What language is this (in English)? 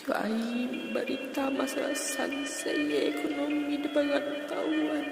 Minangkabau